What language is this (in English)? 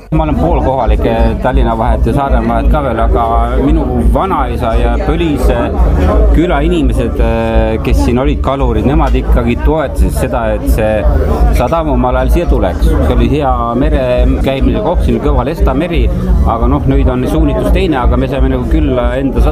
Estonian